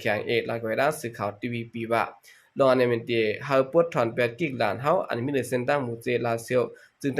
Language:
Shan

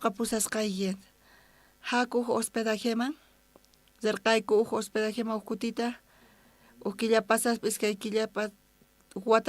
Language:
South Bolivian Quechua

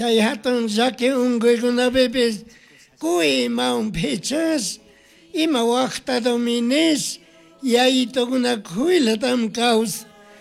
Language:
Chimborazo Highland Quichua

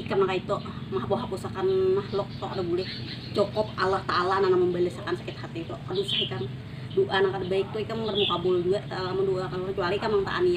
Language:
Banjar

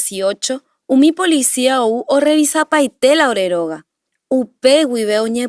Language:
Guarani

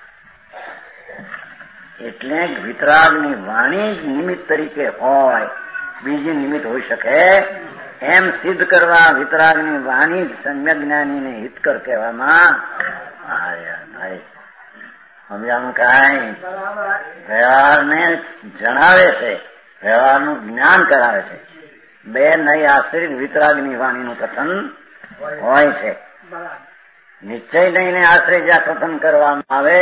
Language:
Gujarati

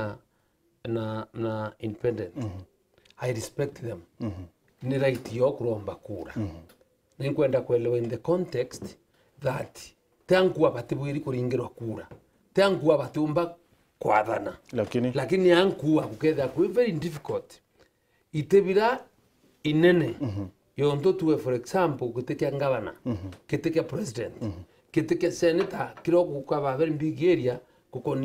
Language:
Meru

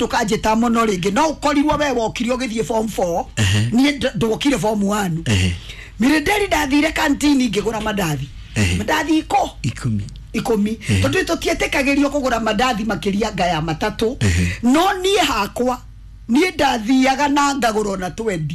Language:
Kikuyu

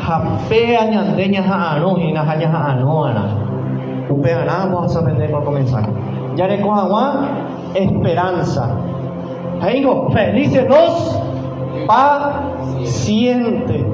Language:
Guarani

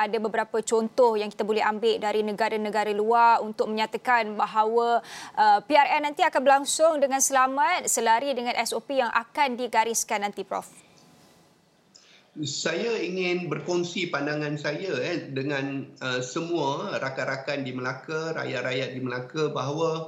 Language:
Malay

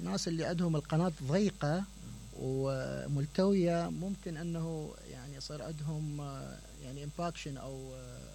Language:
Mesopotamian Arabic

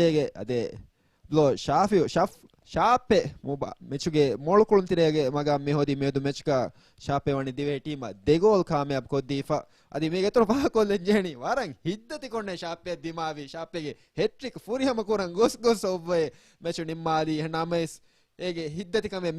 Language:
Divehi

